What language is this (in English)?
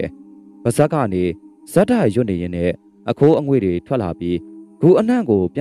Burmese